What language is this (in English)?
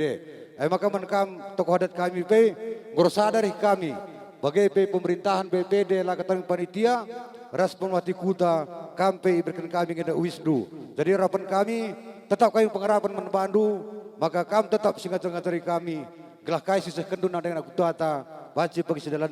Batak Karo